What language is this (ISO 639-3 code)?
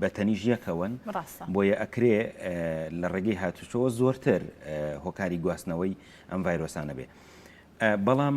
ckb